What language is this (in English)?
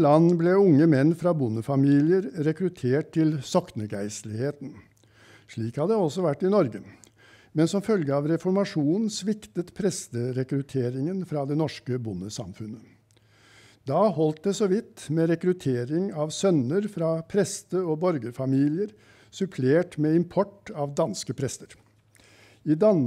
Norwegian